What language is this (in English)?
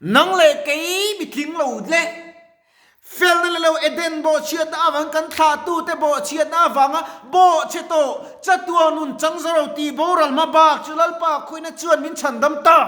Mizo